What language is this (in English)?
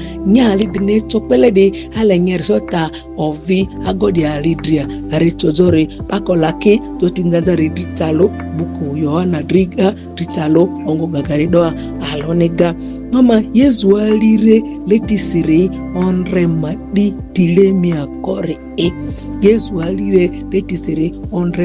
Ma'di